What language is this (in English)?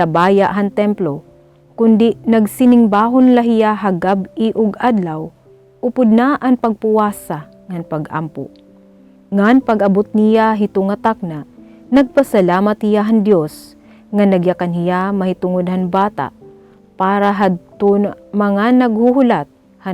Waray